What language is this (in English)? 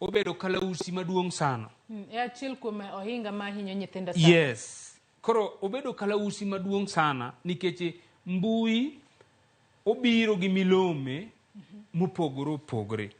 Luo (Kenya and Tanzania)